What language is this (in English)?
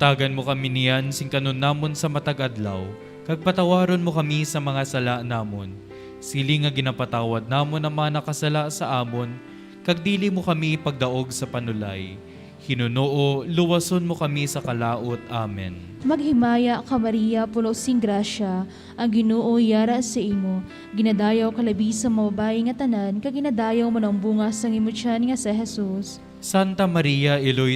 Hiligaynon